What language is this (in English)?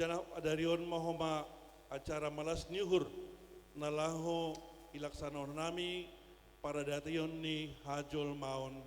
Batak Simalungun